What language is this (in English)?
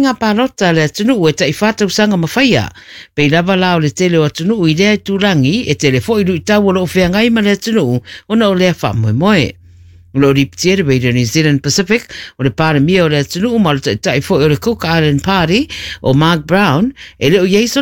Samoan